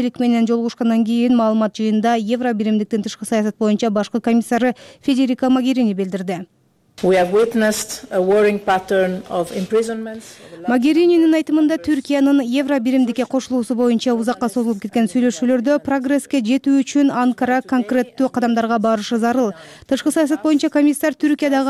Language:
Kyrgyz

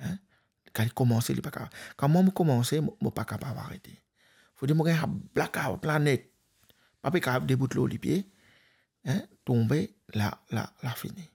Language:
Morisyen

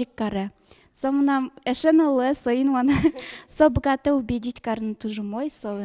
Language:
Udmurt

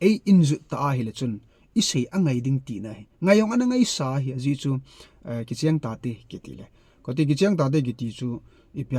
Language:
Thado Chin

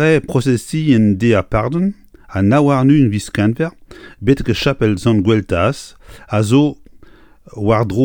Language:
Breton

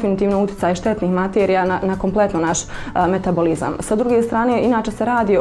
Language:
Bosnian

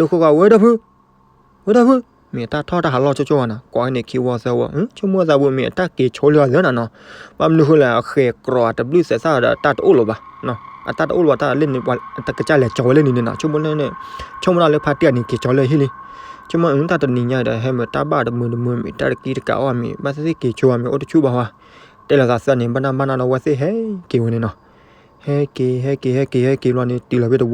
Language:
S'gaw Karen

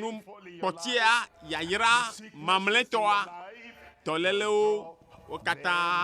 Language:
Ewe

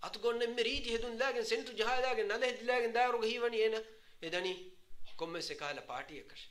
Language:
Divehi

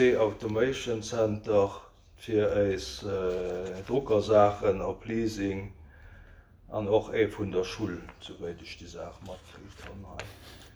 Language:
Luxembourgish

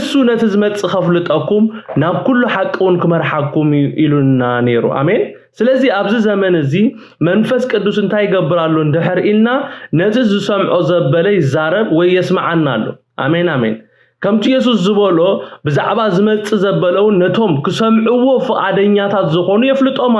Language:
Tigrinya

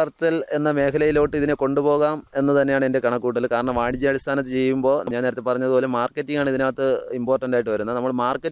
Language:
Malayalam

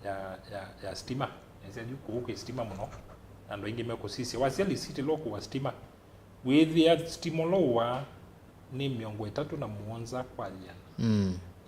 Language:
Kamba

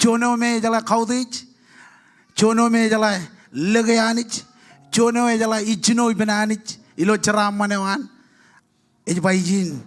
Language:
Marshallese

